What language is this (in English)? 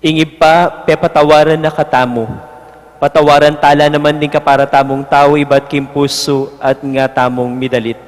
Pampanga